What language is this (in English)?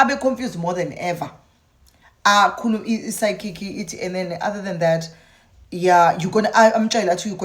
Zulu